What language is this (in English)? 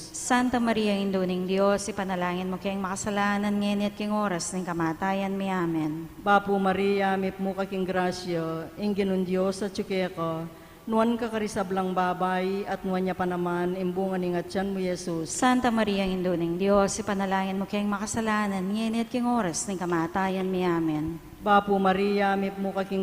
Pampanga